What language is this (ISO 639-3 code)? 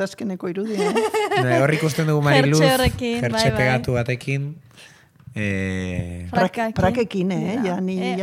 eus